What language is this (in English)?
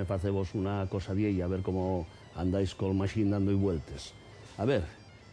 Asturian